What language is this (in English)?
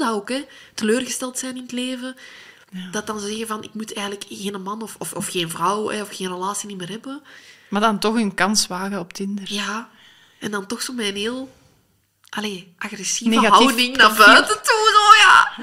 Dutch